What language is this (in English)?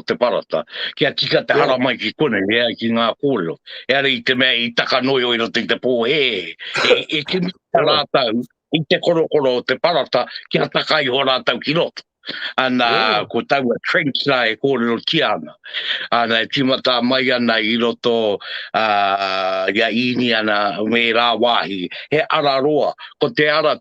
Māori